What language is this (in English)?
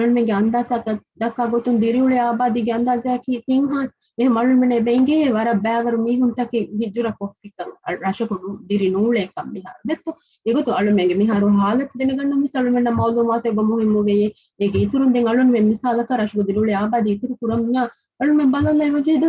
Divehi